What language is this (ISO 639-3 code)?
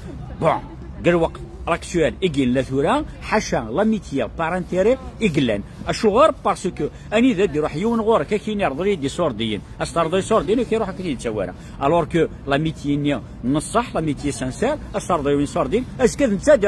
kab